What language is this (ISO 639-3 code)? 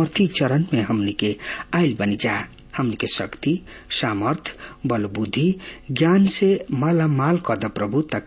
bho